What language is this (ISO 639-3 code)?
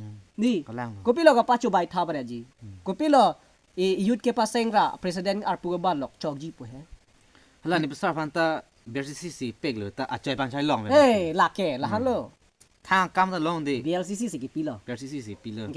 mjw